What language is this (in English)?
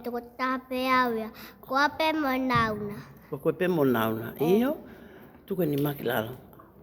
Tongan